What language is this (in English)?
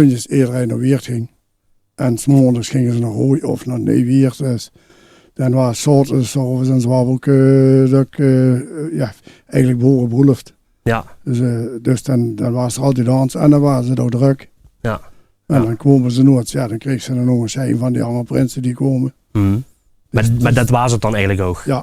Limburgish